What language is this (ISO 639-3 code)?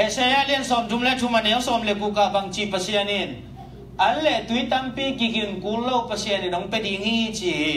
ctd